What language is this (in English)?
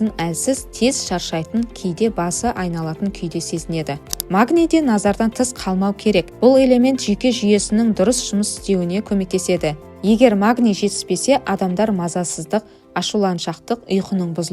Kazakh